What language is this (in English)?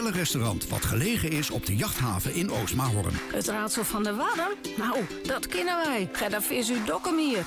Western Frisian